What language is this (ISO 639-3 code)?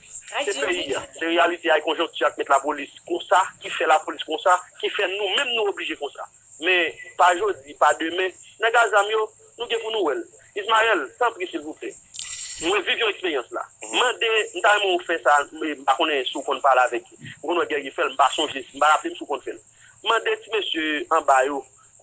hat